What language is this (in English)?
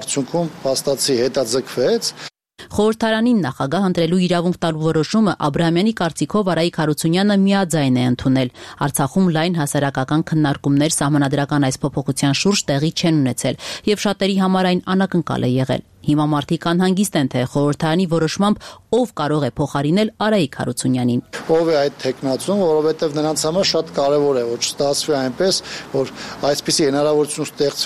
Armenian